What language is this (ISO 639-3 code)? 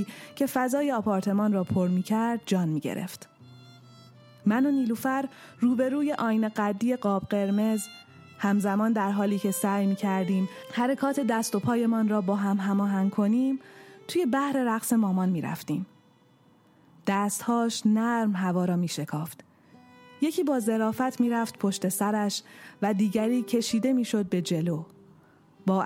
fas